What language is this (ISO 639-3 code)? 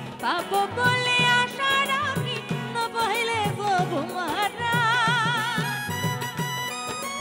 ben